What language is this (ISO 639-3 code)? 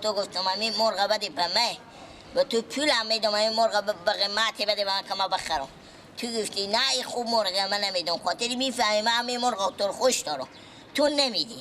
haz